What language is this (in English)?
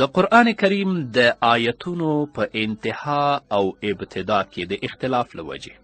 Pashto